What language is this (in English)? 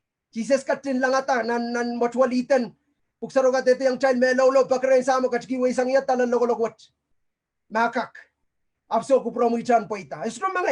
Pohnpeian